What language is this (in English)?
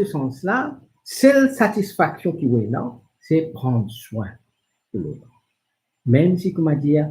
Morisyen